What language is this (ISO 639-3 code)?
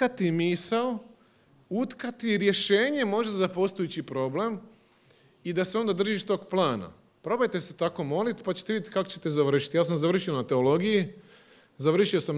hrv